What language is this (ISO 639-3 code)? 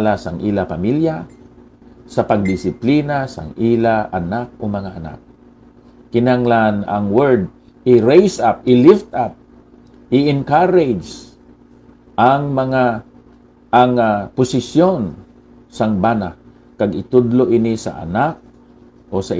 hil